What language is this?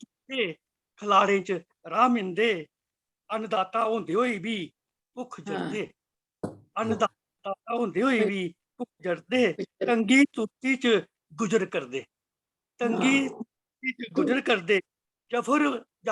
Dogri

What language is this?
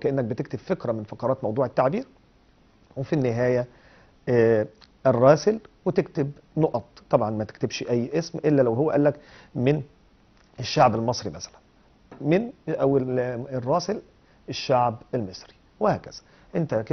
Egyptian Arabic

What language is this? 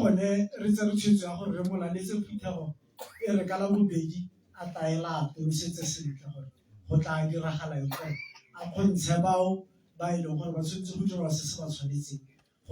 Tswana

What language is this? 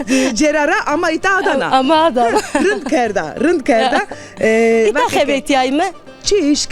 Zaza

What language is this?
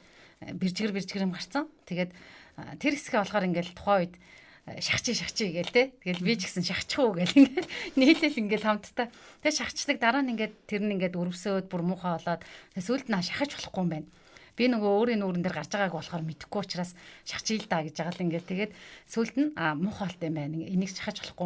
Mongolian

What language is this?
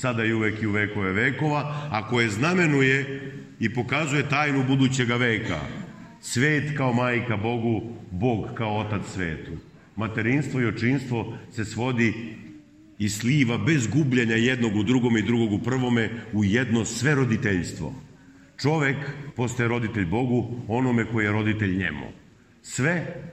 Serbian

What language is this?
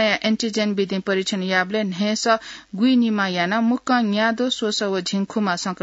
Newari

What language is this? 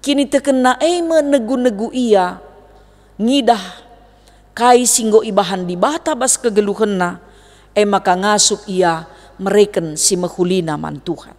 Batak Karo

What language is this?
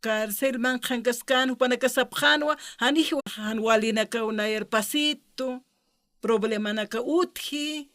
Aymara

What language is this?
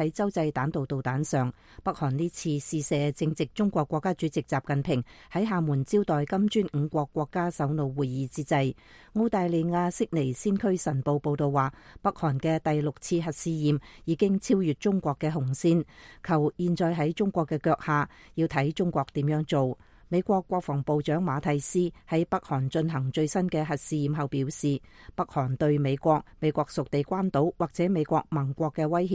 Cantonese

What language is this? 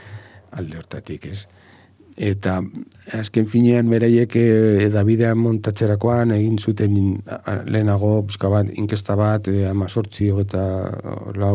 Basque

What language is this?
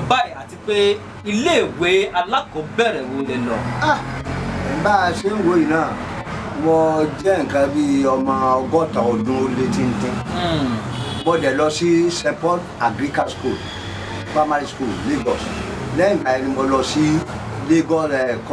Yoruba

